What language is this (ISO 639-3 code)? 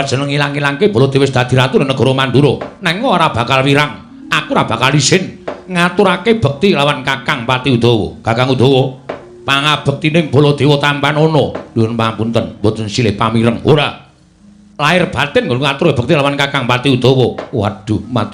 jav